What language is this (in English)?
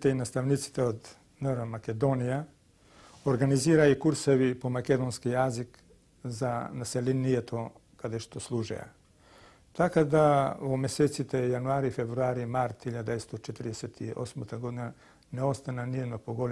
Macedonian